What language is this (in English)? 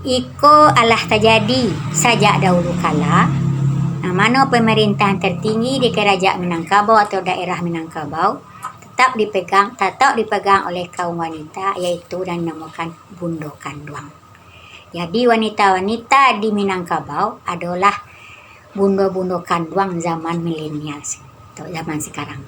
Minangkabau